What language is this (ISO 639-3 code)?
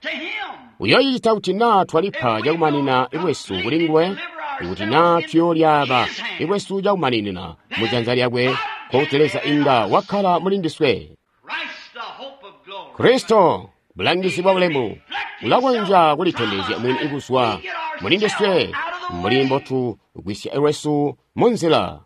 toi